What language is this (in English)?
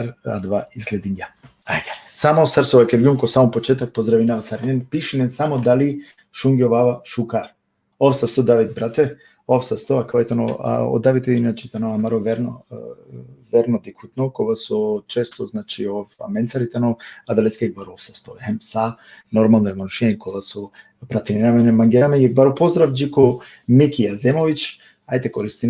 Balkan Romani